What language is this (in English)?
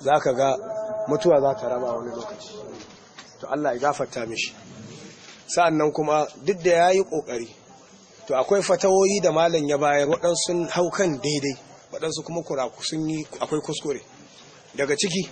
Hausa